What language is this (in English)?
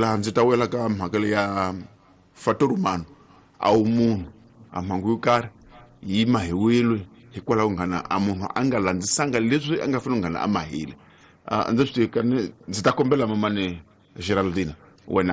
Tsonga